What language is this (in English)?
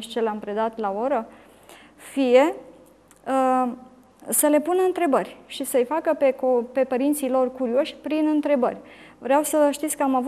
Romanian